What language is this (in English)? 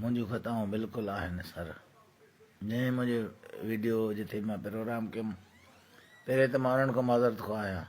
Sindhi